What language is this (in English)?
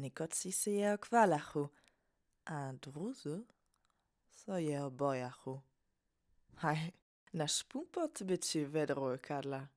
Upper Sorbian